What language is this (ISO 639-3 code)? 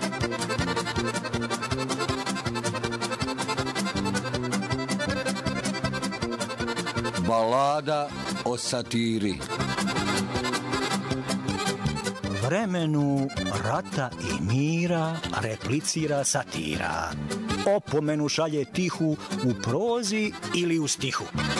hrv